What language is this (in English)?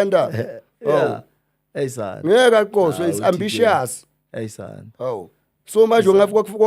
Zulu